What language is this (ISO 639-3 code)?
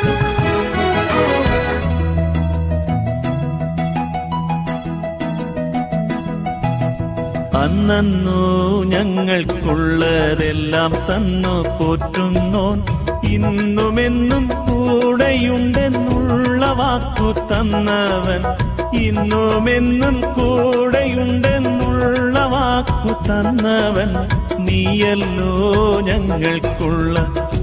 mal